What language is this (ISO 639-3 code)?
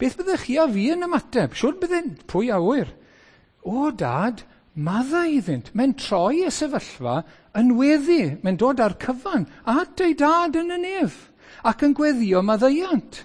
cym